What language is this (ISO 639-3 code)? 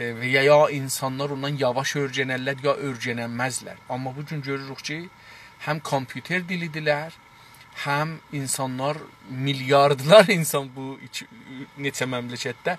azb